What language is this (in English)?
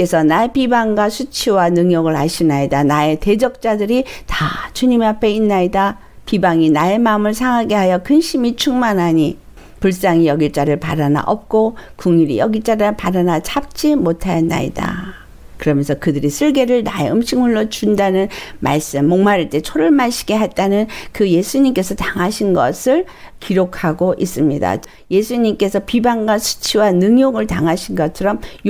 Korean